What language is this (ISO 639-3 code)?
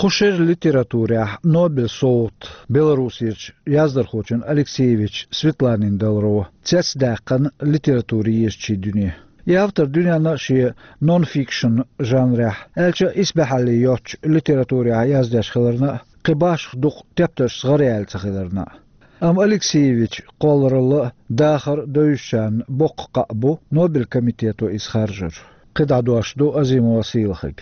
che